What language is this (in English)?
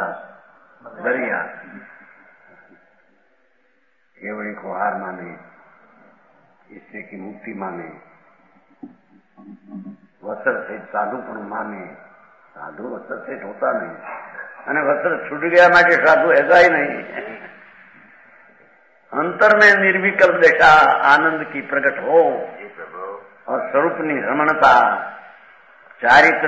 Gujarati